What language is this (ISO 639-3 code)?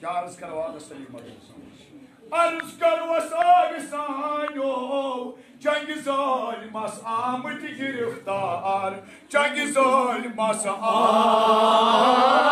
kas